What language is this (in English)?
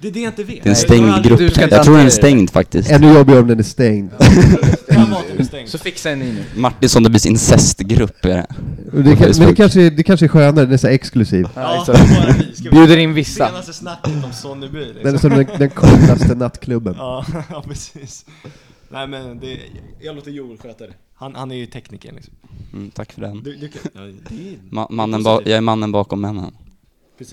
Swedish